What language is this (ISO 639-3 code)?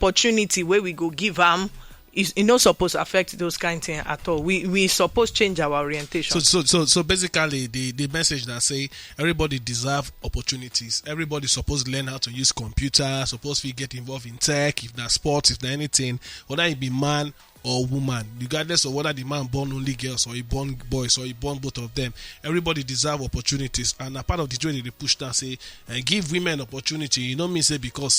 pcm